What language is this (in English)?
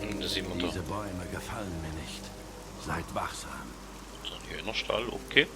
Swiss German